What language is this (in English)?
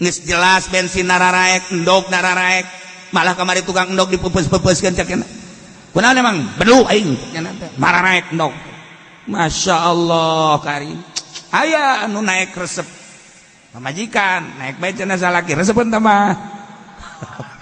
Sundanese